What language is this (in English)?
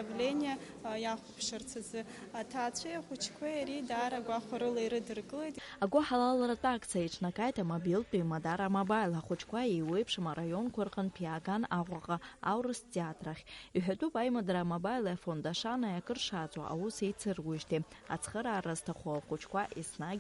Abkhazian